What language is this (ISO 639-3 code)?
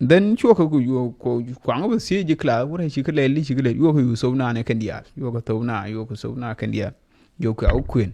nus